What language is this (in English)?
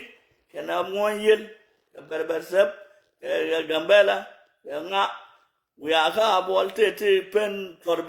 Nuer